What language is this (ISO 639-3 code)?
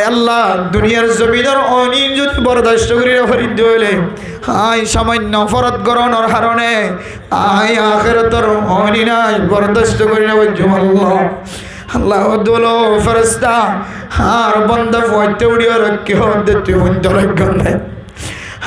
rhg